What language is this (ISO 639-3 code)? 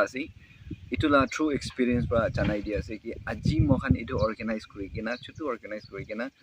nag